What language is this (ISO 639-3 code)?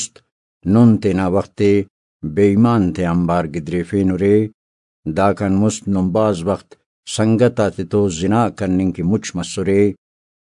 brh